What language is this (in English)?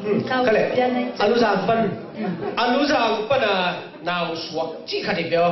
Tedim Chin